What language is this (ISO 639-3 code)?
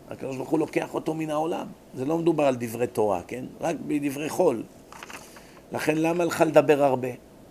heb